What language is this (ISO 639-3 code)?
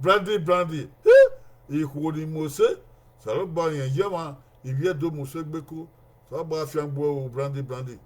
bin